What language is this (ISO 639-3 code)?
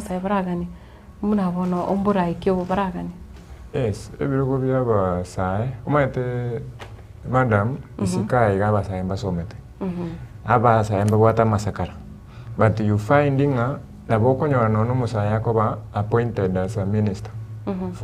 guz